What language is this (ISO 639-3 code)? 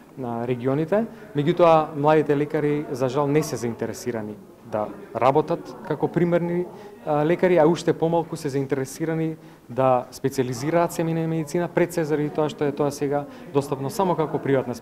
mkd